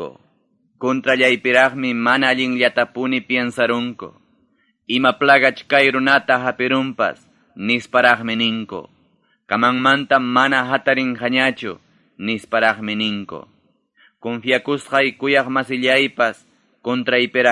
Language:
Ayacucho Quechua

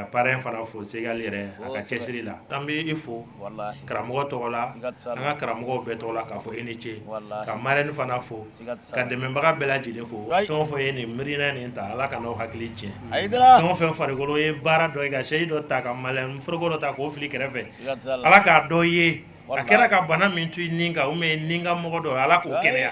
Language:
Bambara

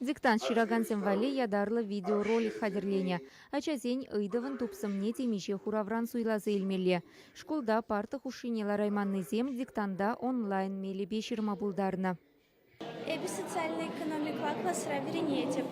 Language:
Chuvash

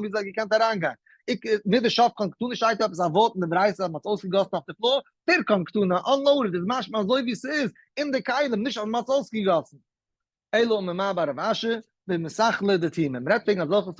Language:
Yiddish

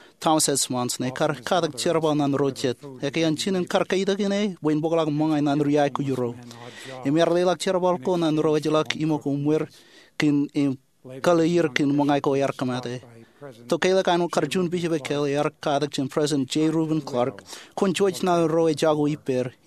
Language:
Marshallese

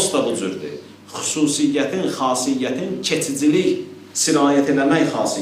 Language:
Azerbaijani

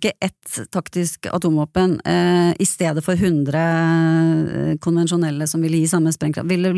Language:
Norwegian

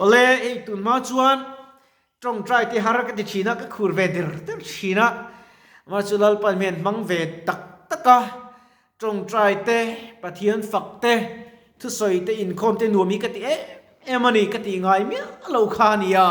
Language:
Mizo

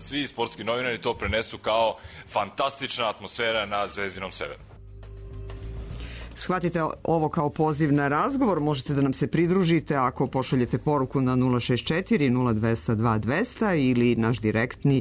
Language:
Serbian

